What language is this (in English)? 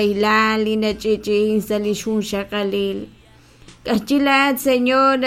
Kekchí